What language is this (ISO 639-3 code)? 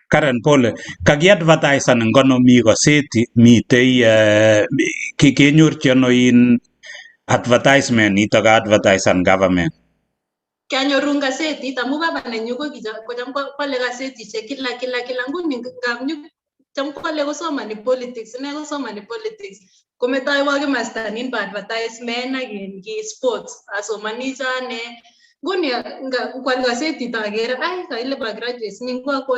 kln